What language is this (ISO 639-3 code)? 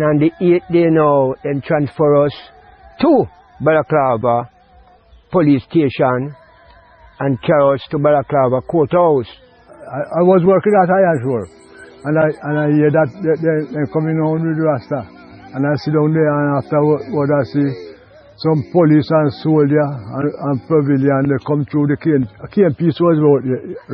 jam